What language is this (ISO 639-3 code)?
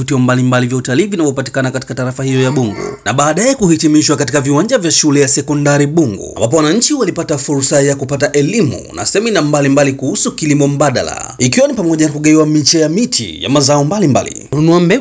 swa